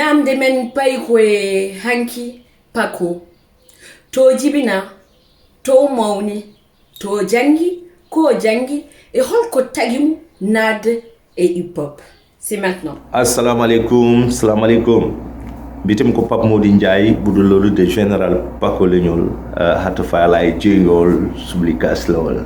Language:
Fula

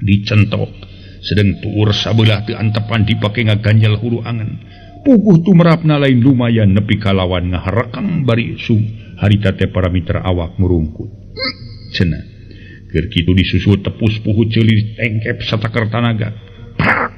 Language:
Sundanese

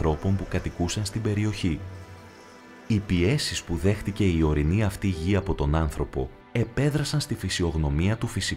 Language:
Greek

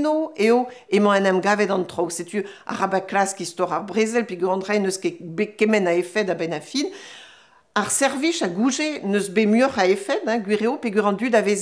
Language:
Breton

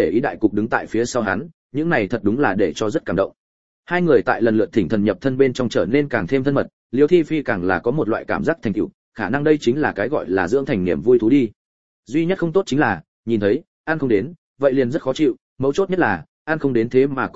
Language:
Vietnamese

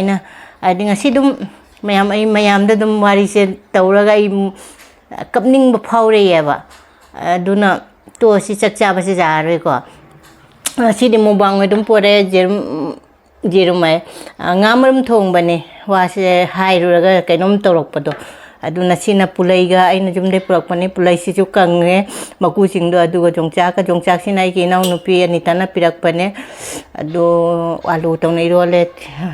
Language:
Manipuri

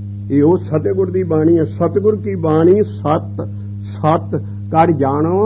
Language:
Punjabi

